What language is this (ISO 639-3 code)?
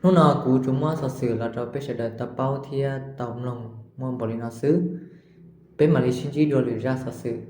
hmn